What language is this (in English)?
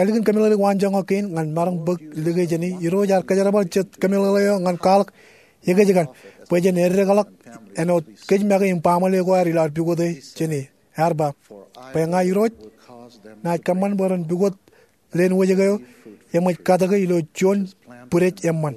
Marshallese